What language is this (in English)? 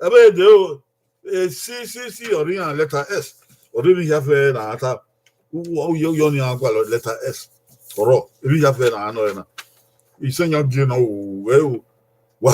Bini